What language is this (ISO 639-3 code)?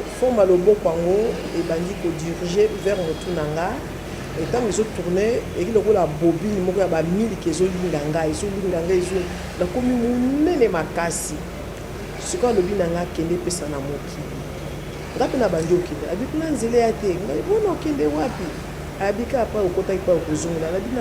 lin